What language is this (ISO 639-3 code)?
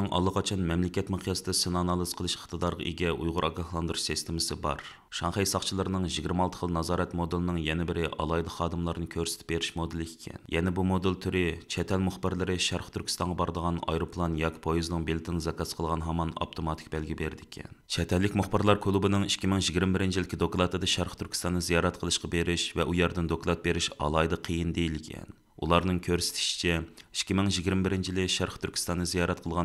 uig